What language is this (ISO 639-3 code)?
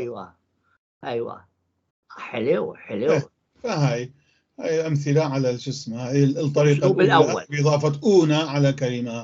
apc